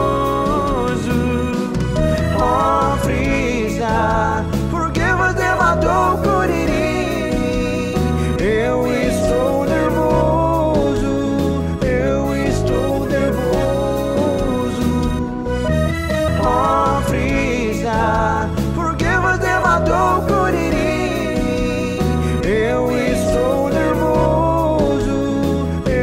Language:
Portuguese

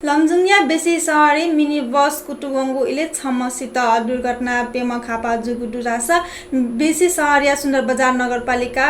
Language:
Newari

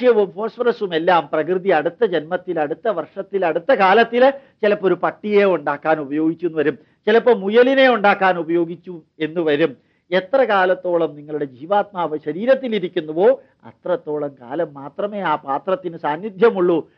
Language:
Malayalam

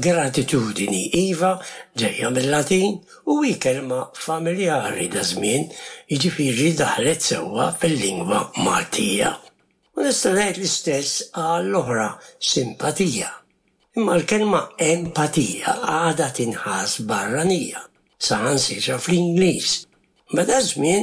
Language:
Maltese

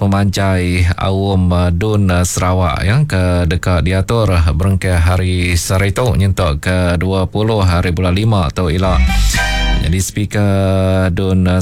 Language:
Iban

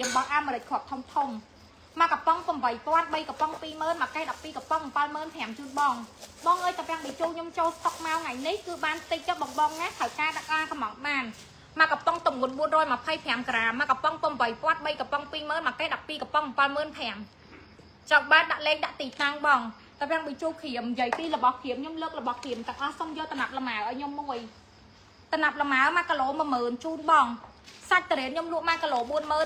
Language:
Khmer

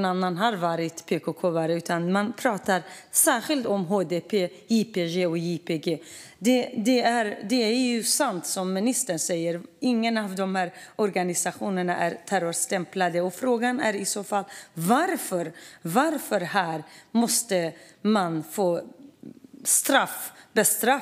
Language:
Swedish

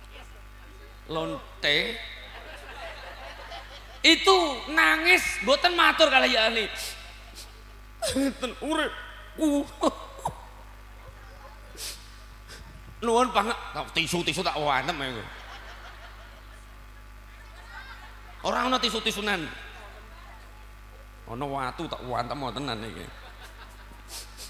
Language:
Javanese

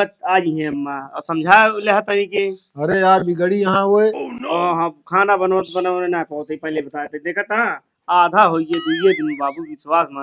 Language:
Awadhi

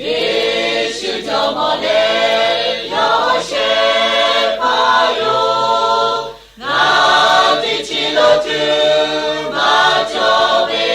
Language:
Lahu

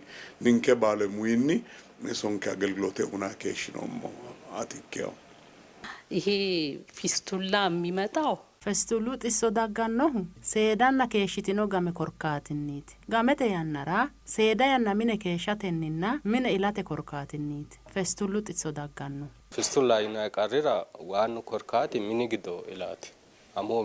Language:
Sidamo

